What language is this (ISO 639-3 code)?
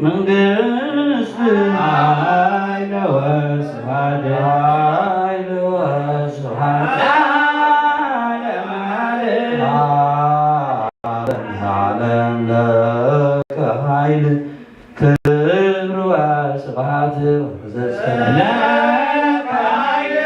gez